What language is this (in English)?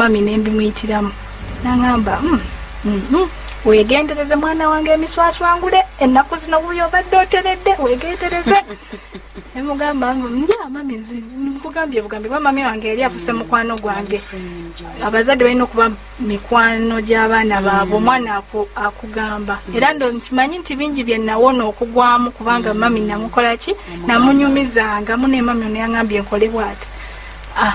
Ganda